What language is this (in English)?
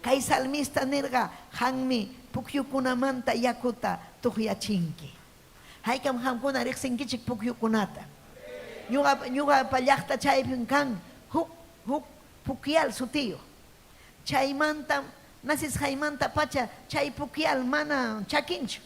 Ayacucho Quechua